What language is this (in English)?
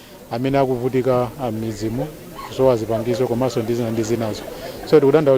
Nyanja